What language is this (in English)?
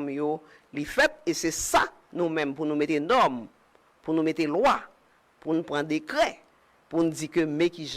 Haitian Creole